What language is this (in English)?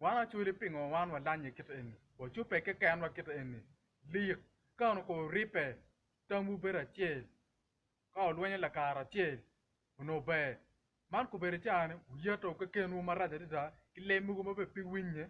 Acoli